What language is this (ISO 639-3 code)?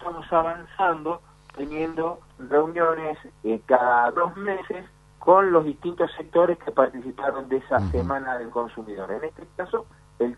spa